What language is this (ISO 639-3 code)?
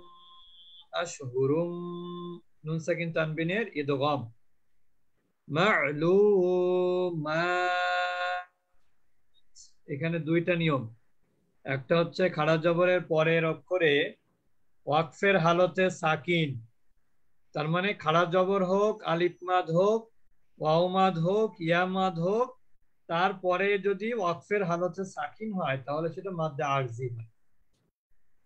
ben